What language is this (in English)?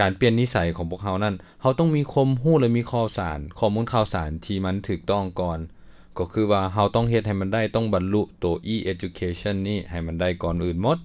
Lao